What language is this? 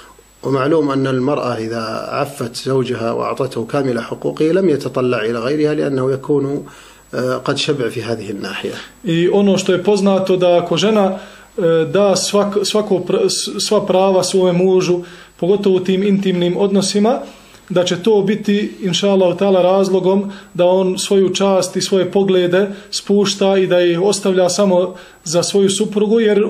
Bosnian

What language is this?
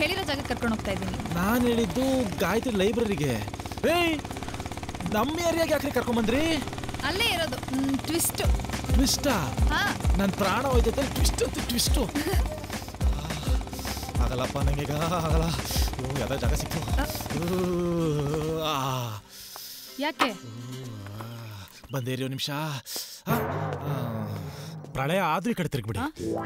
Kannada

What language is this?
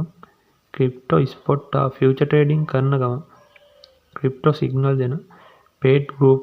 Sinhala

